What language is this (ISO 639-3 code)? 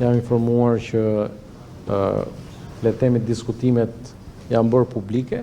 sqi